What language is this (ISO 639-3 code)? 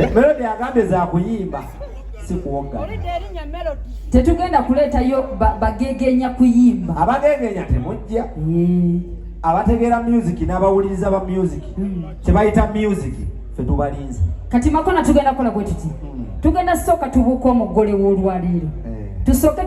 lug